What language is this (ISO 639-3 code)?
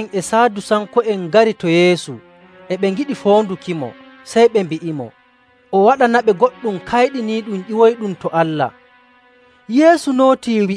fuv